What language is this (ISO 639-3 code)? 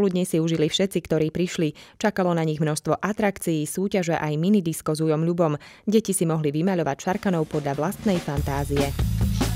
slk